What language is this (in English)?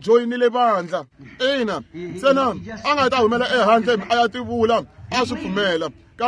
Tsonga